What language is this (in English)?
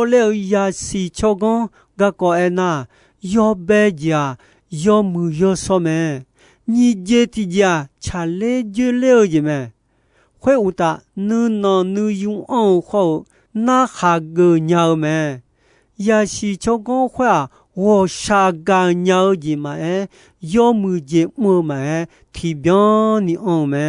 Akha